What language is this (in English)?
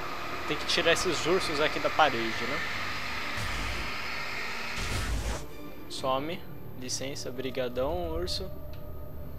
Portuguese